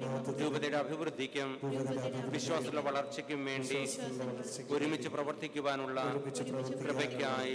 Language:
Malayalam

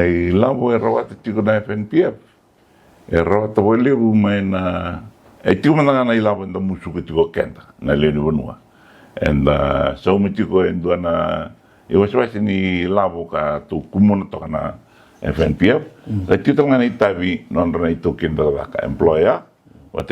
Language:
Fijian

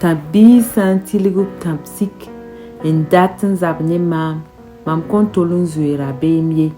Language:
Mossi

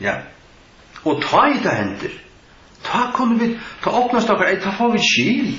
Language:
Faroese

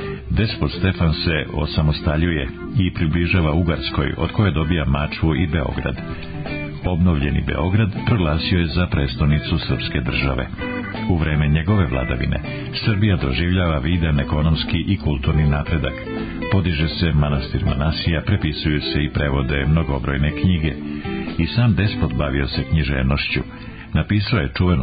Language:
Serbian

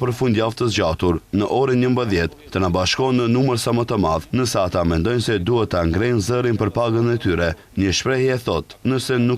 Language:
Albanian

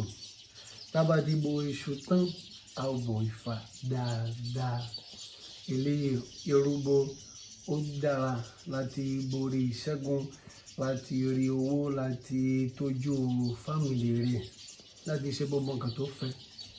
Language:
Yoruba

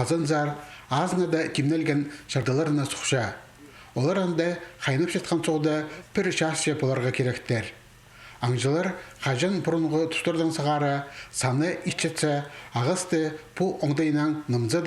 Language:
Khakas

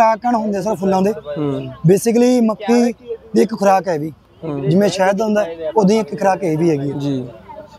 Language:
Punjabi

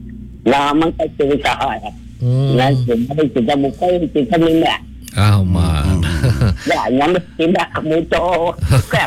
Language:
Iban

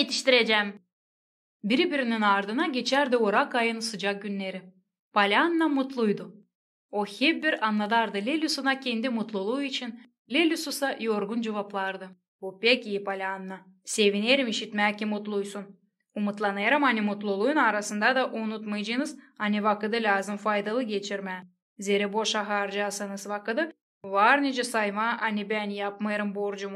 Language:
Gagauz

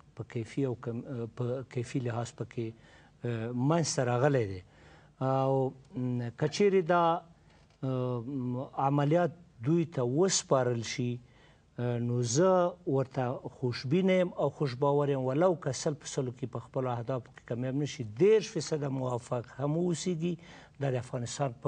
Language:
Pashto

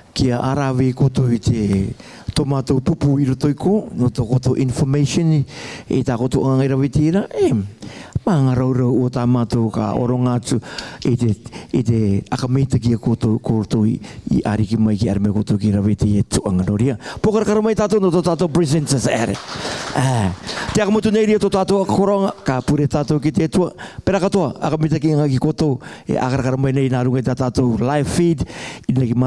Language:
Rarotongan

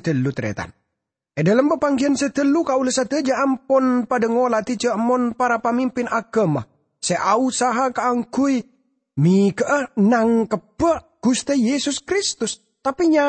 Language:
Madurese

